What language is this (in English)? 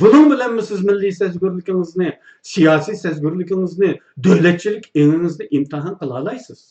Uyghur